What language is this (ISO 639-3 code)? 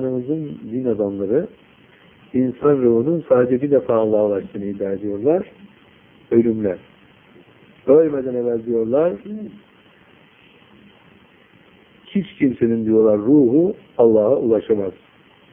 tur